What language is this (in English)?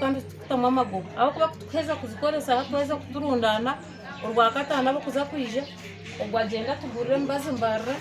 Nyankole